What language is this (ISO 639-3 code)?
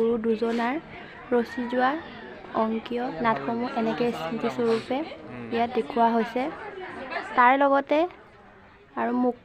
asm